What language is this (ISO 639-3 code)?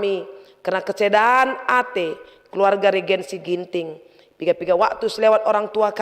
btx